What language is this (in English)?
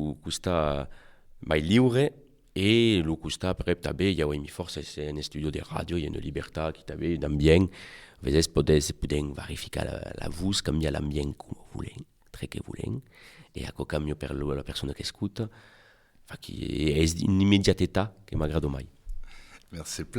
Occitan